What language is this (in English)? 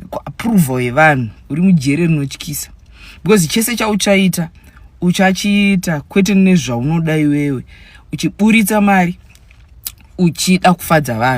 Shona